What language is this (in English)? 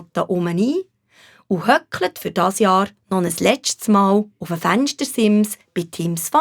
Swiss German